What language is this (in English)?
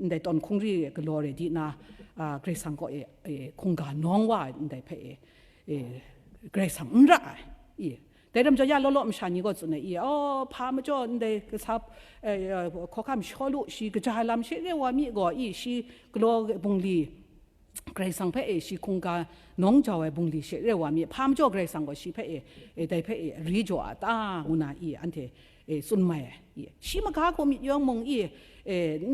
Kachin